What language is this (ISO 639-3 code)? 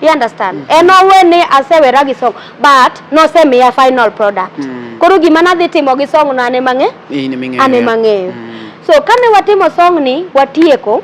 luo